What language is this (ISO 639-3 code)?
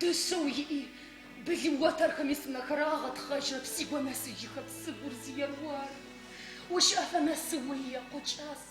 ady